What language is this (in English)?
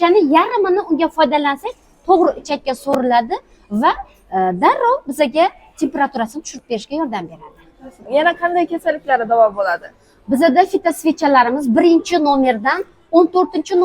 Uzbek